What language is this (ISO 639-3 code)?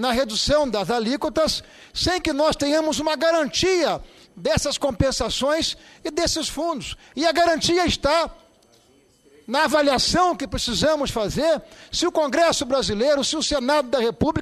por